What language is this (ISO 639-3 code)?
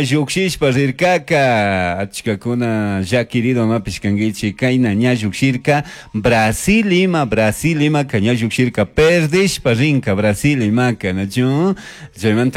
qug